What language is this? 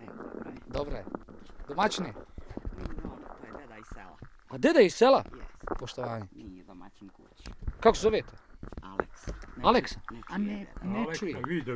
Bosnian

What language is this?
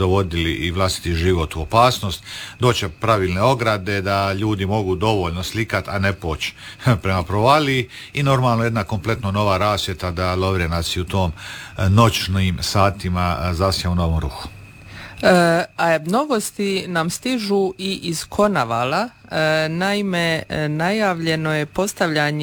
Croatian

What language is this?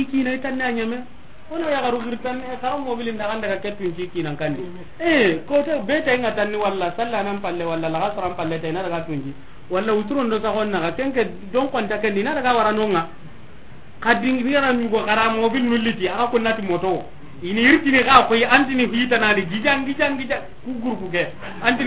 Soninke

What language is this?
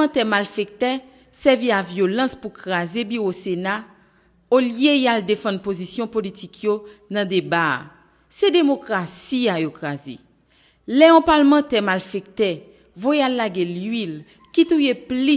Haitian Creole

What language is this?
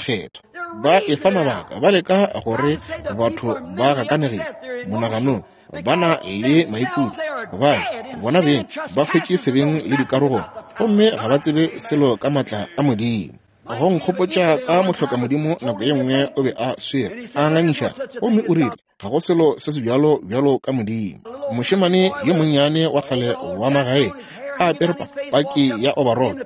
Northern Sotho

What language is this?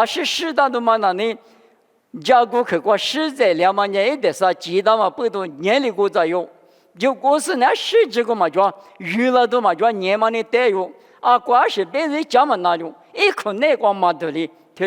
Lisu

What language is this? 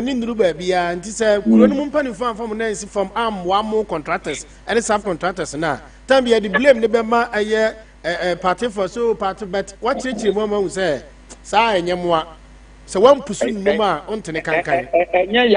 Akan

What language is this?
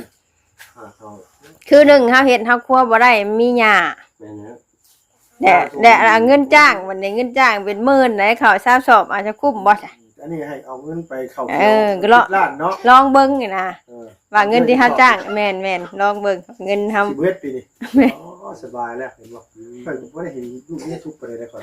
Northeastern Thai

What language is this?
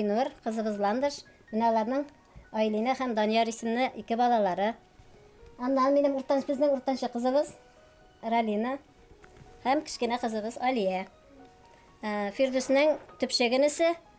Tatar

